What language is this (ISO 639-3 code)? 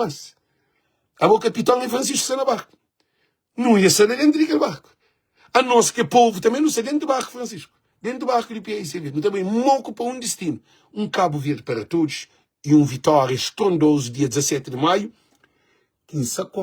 kea